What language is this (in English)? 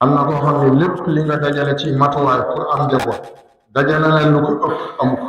Wolof